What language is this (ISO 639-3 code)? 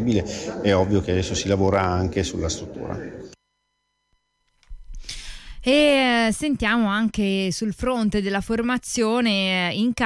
ita